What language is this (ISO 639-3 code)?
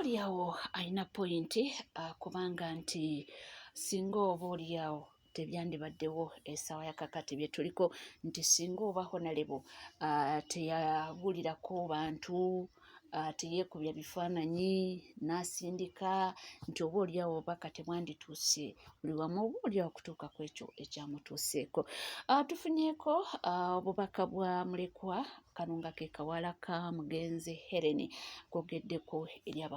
lug